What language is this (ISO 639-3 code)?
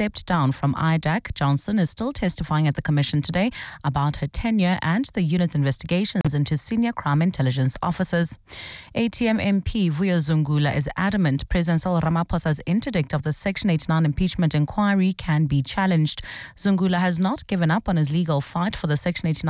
eng